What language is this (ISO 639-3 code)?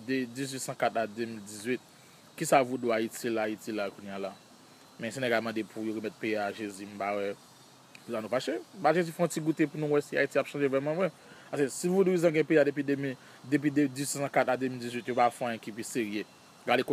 hat